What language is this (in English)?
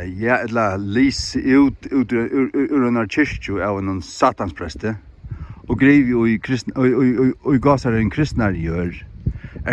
Faroese